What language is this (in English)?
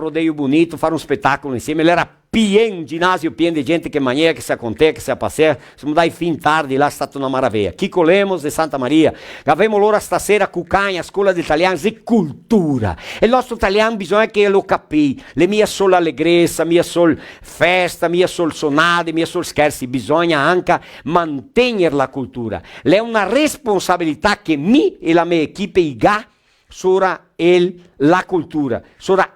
Venetian